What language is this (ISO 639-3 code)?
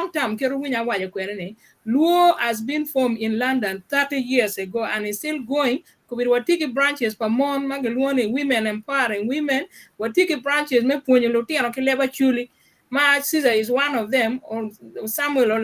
ach